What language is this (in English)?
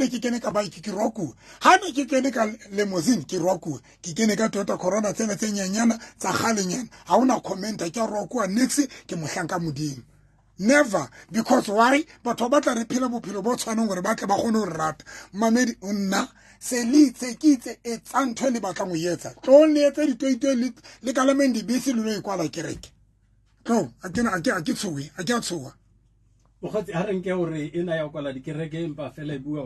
Southern Sotho